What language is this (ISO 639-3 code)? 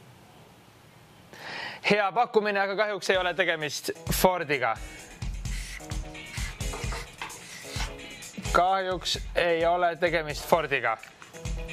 est